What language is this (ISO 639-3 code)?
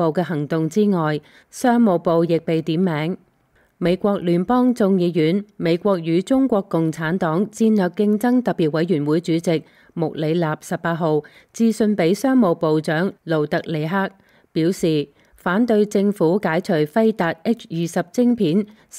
yue